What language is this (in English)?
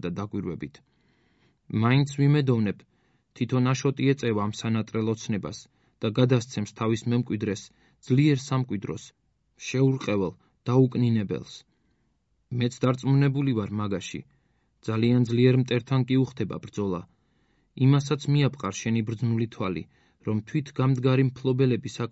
Georgian